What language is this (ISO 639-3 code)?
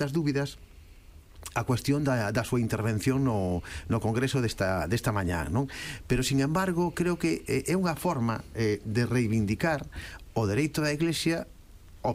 glg